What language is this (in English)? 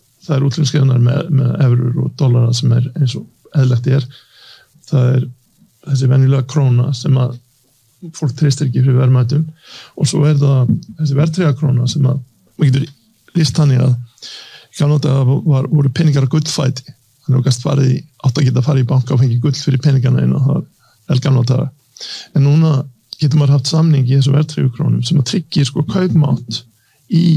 Icelandic